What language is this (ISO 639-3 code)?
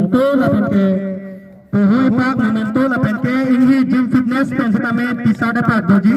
mjw